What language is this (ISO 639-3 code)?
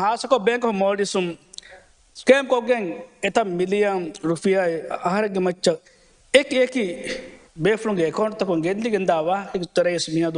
div